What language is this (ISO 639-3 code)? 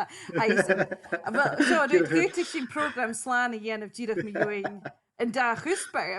gla